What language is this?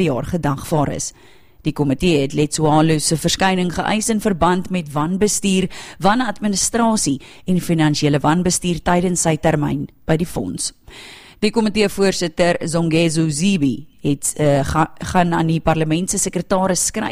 Afrikaans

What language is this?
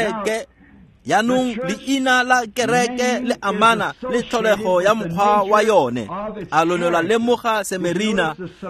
Tswana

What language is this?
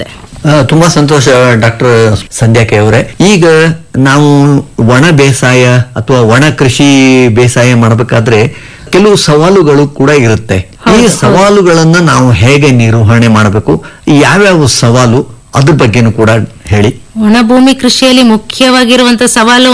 Kannada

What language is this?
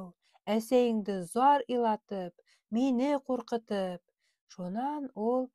Bashkir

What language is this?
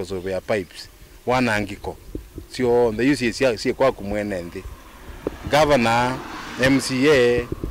Kamba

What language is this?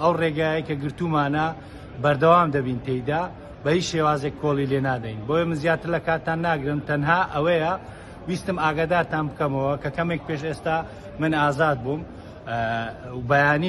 Central Kurdish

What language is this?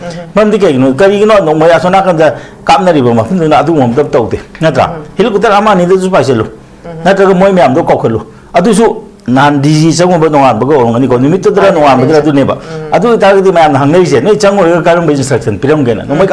Manipuri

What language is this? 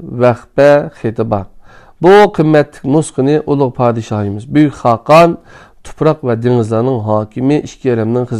Uyghur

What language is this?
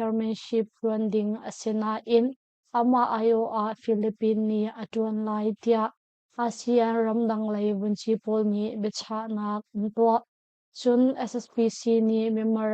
Hakha Chin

